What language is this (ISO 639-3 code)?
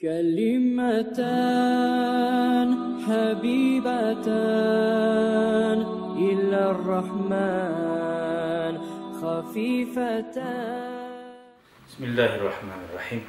kum